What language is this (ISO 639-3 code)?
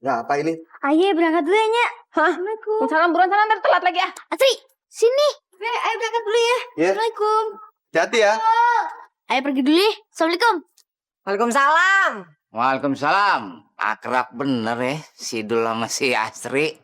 bew